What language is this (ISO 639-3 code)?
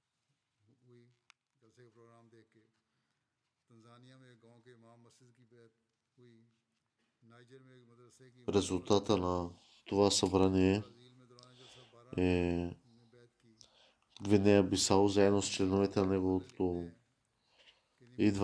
bul